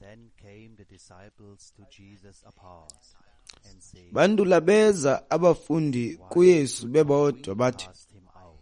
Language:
Xhosa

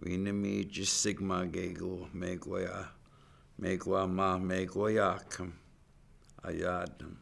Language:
Chippewa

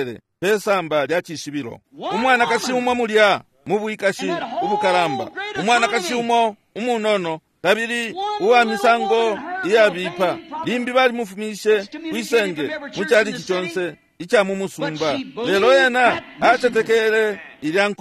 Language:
Bemba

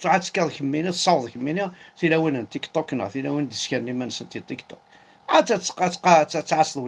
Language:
Kabyle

